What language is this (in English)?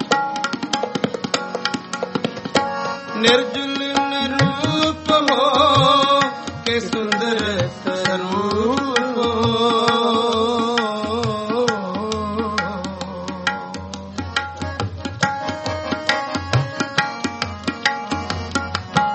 Punjabi